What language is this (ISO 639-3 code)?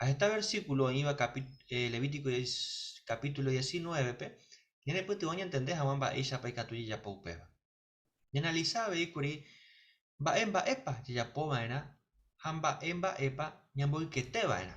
grn